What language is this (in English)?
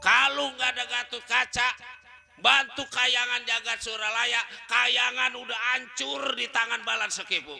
Betawi